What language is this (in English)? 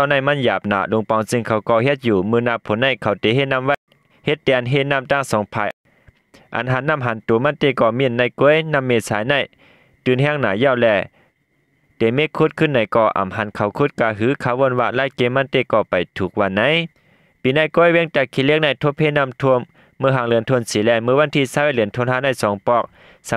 Shan